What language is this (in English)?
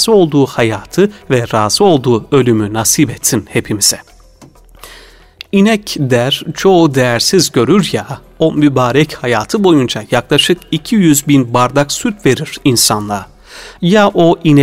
Turkish